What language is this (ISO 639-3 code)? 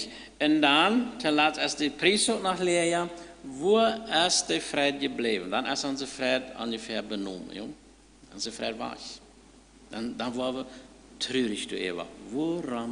pdt